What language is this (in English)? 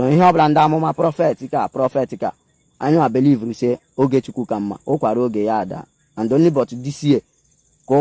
Igbo